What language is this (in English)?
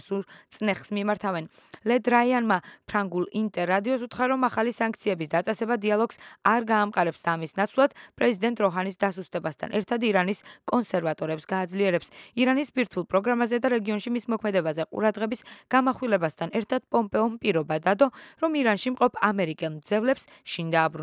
Georgian